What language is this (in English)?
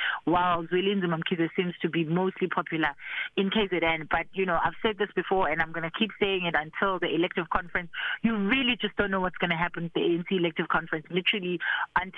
English